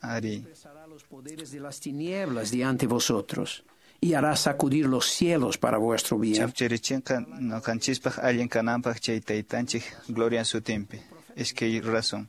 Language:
Quechua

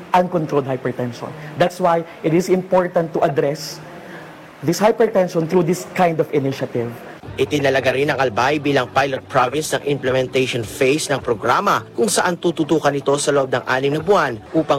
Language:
Filipino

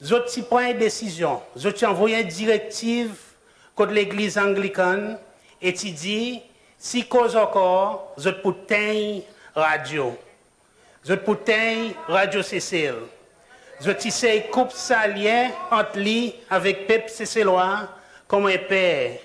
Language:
Seselwa Creole French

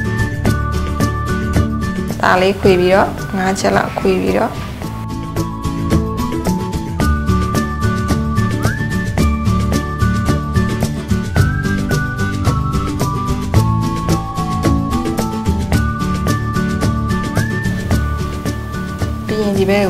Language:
Burmese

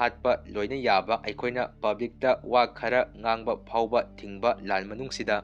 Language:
Manipuri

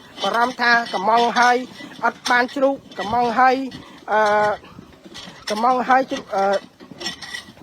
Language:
Khmer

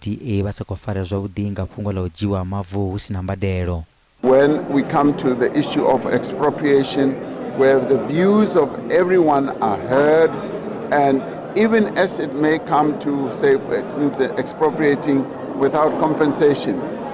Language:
Venda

